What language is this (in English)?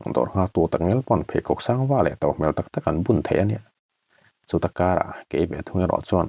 Mizo